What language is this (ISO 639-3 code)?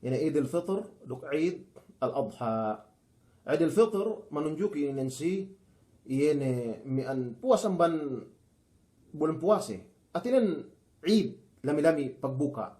yka